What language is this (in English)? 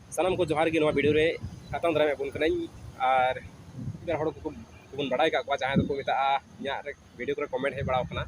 Santali